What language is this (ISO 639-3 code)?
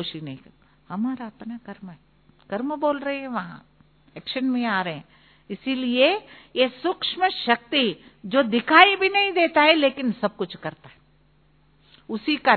hin